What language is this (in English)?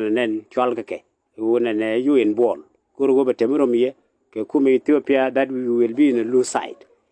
Nuer